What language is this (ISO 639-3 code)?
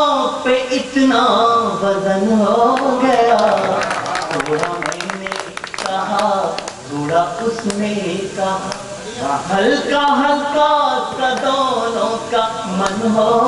hin